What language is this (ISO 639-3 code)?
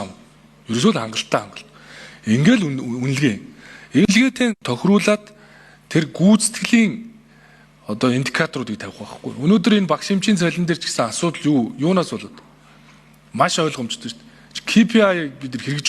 mon